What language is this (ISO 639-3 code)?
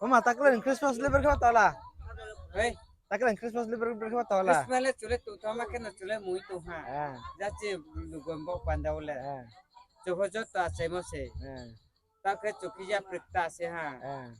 ria